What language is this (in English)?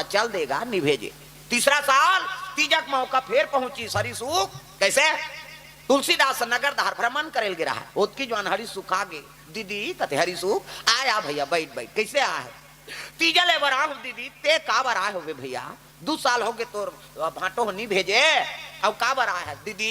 Chhattisgarhi